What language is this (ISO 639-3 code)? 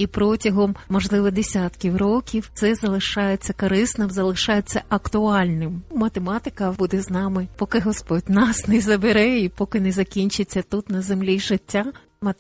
ukr